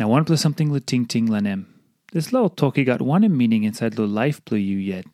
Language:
Tok Pisin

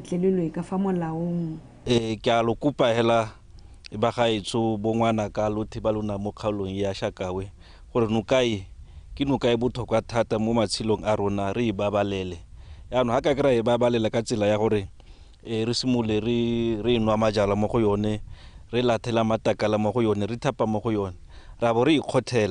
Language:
Tswana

